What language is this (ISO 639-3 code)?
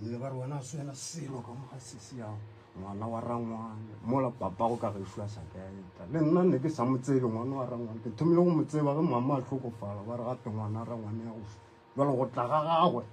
nso